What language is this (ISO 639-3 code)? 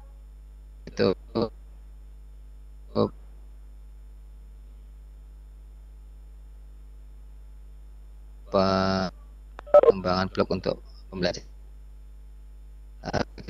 ind